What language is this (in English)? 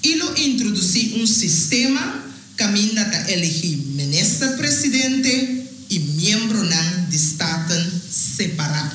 Papiamento